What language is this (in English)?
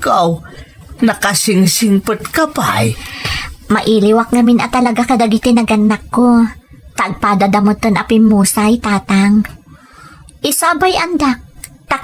Iloko